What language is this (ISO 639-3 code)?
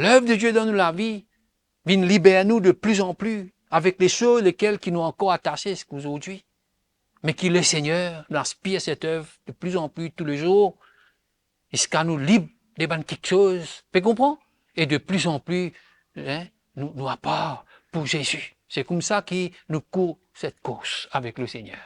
mfe